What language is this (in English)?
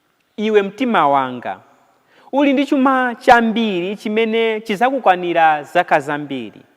Nyanja